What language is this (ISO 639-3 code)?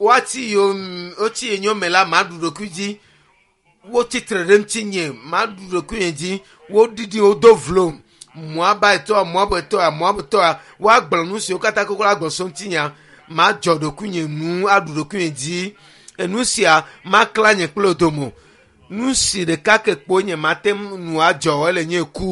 ewe